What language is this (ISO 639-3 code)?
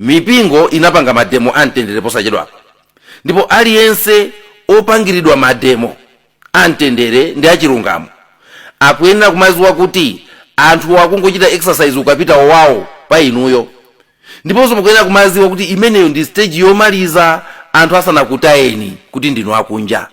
nya